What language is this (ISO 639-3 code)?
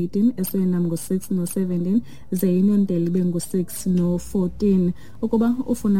xho